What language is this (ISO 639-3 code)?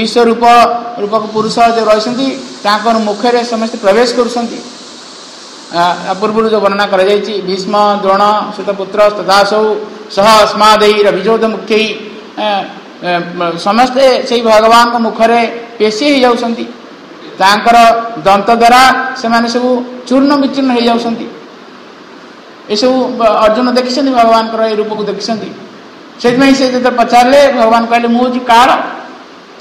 ori